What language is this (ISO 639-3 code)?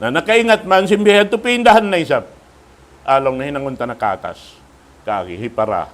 tsg